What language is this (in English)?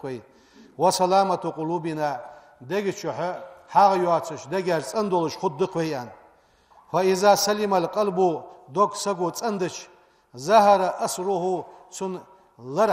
Ingush